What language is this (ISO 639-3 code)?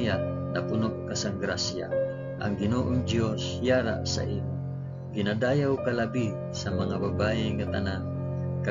hil